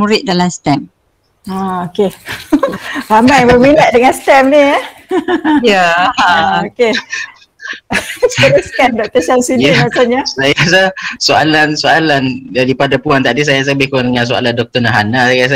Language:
Malay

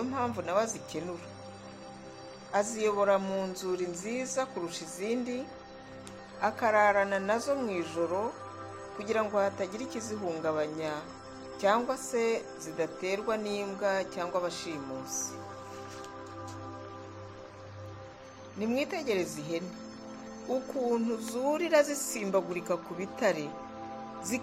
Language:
Kinyarwanda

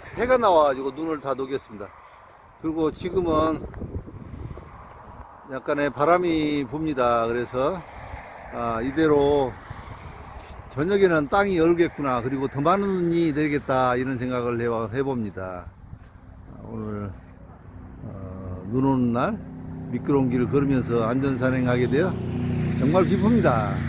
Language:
Korean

